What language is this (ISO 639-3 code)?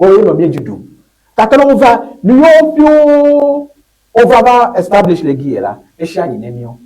ewe